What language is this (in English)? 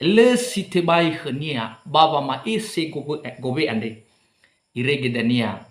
Nias